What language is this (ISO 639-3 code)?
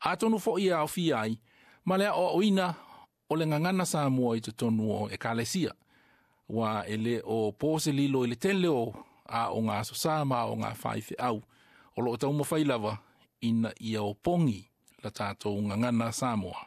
smo